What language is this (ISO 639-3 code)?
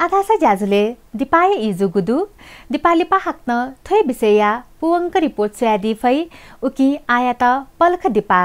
new